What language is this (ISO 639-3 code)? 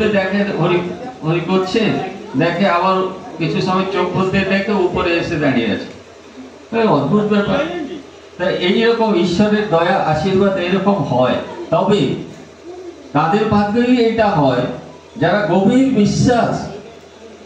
ben